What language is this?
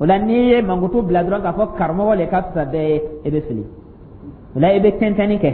Dyula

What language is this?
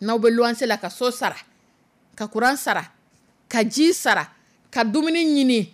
Dyula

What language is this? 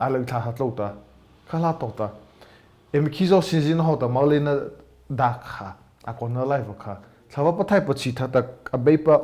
Mara Chin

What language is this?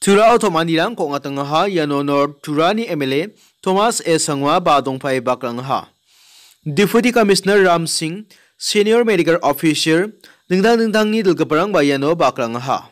Garo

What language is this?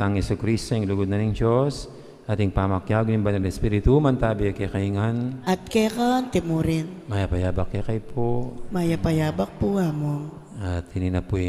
Pampanga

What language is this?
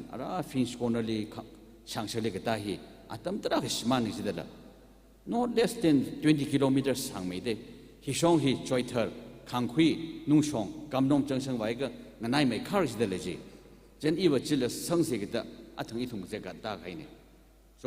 Tangkhul Naga (India)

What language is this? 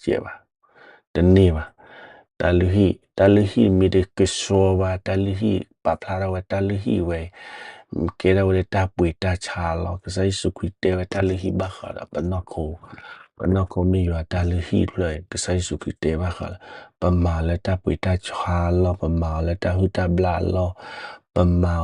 S'gaw Karen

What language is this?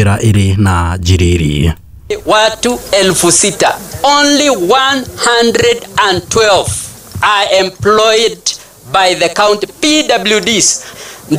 Kikuyu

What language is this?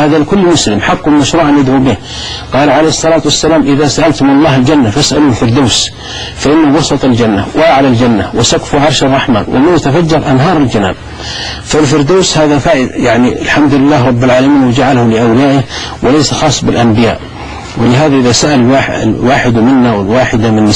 Arabic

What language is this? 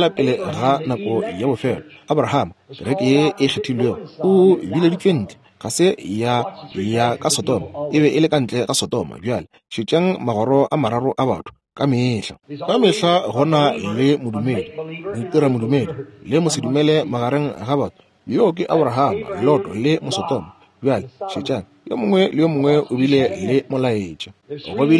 Northern Sotho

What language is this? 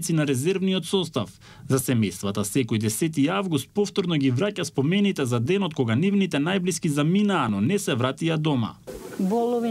Macedonian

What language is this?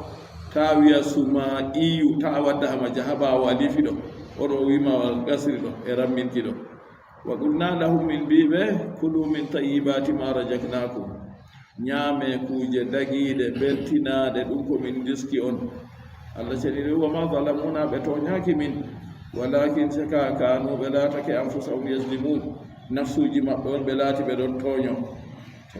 Fula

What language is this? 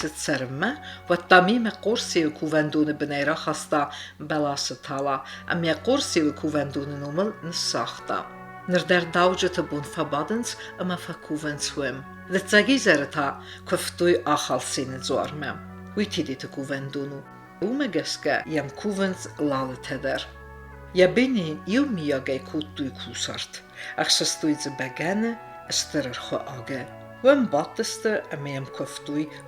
Ossetic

